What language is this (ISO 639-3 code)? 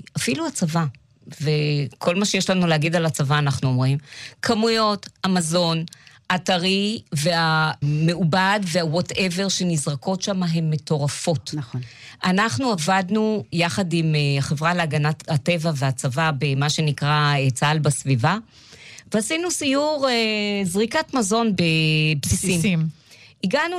heb